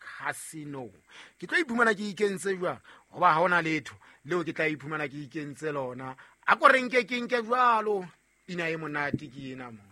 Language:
Southern Sotho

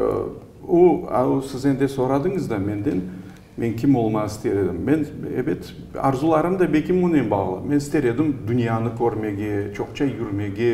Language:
Crimean Tatar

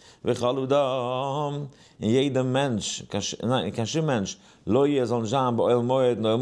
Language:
Yiddish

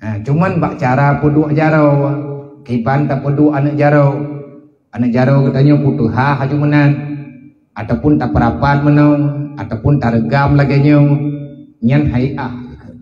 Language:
Achinese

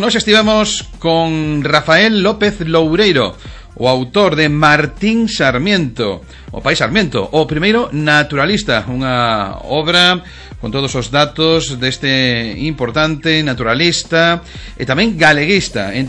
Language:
Galician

